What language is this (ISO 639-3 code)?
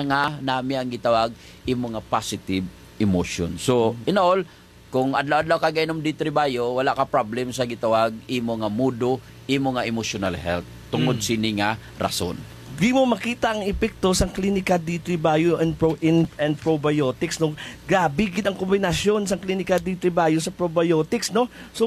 hil